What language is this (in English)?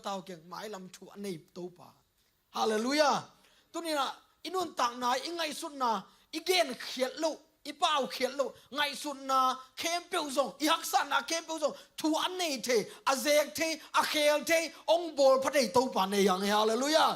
Tedim Chin